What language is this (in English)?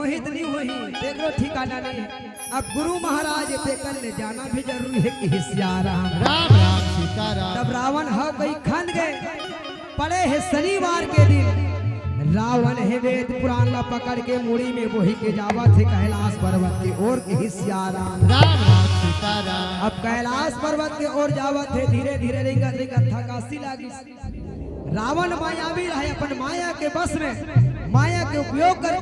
Chhattisgarhi